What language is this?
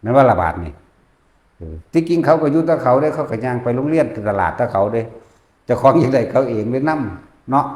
Northeastern Thai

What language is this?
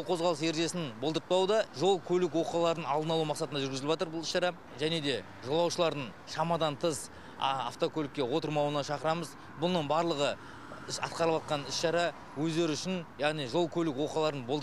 Kazakh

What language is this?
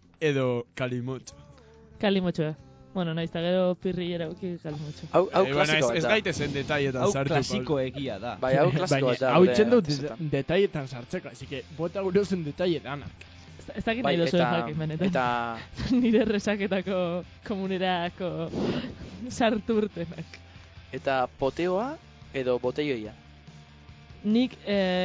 Basque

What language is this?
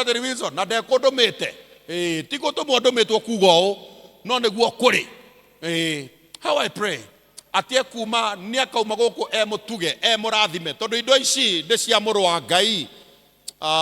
Kikuyu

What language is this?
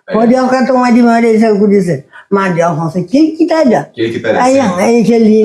Kabuverdianu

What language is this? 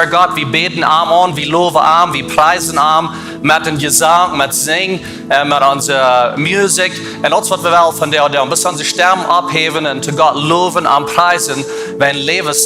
Plautdietsch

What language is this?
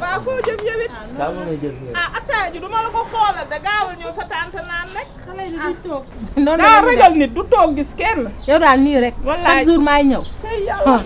Wolof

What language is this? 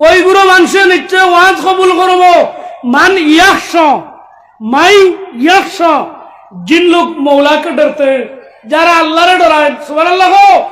Sylheti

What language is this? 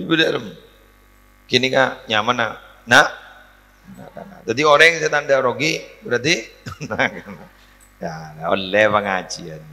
Madurese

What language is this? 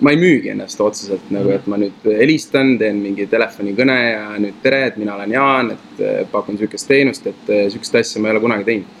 Estonian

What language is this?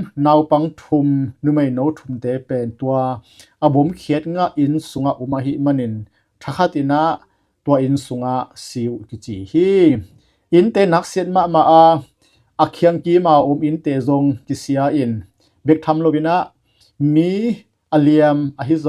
Tedim Chin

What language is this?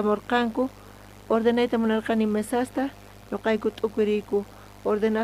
South Bolivian Quechua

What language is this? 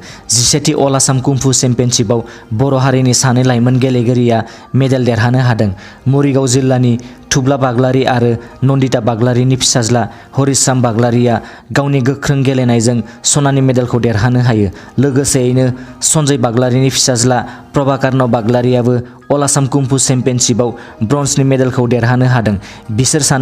Bodo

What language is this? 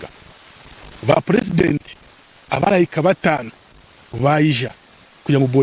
Nyankole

